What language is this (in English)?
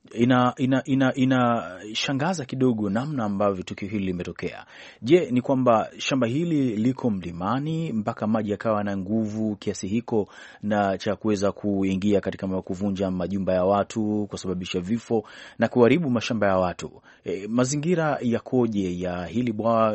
Swahili